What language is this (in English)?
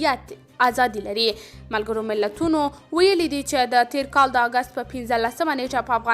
Pashto